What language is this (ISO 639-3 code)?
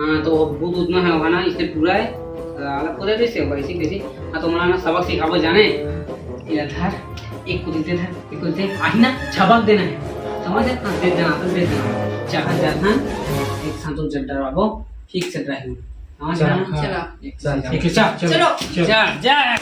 hne